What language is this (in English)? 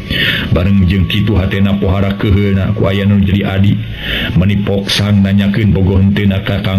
Sundanese